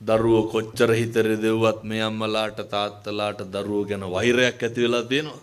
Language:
Sinhala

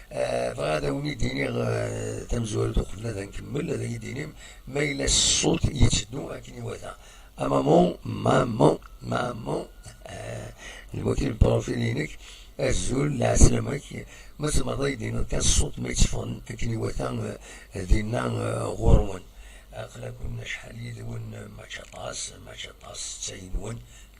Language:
Kabyle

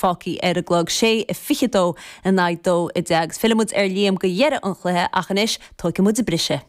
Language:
Irish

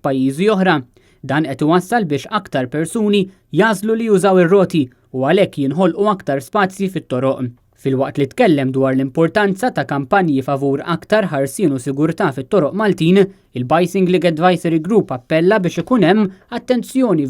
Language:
Maltese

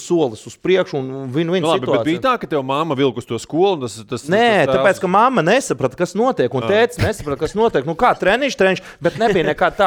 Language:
Latvian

